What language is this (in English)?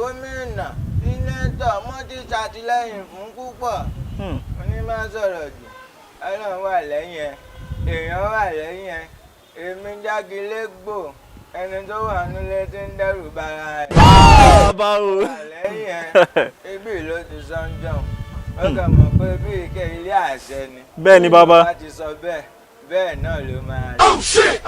Yoruba